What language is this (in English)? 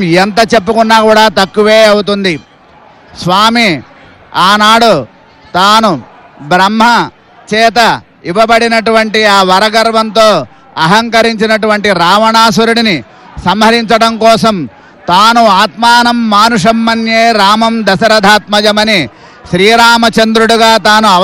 Telugu